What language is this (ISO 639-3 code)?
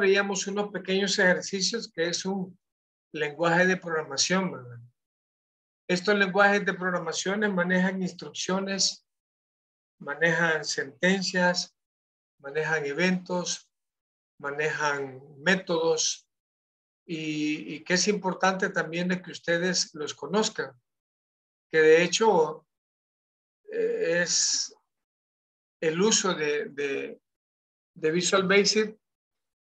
spa